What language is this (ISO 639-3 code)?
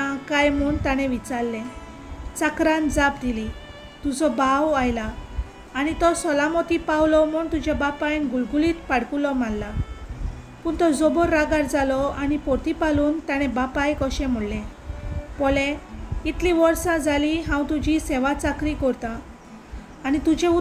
kok